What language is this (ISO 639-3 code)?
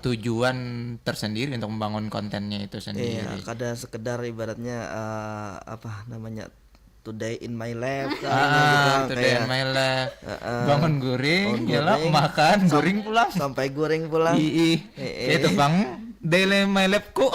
bjn